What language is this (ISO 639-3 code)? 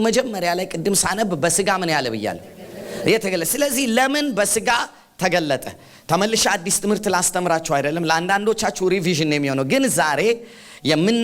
amh